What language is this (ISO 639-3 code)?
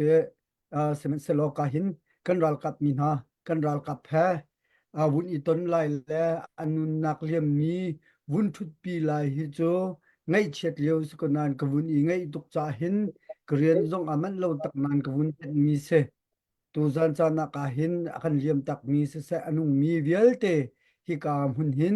cnh